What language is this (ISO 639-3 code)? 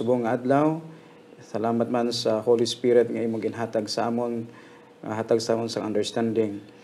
hil